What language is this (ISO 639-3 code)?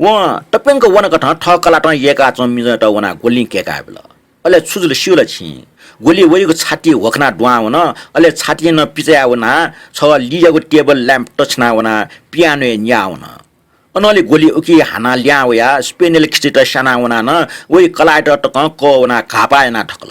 new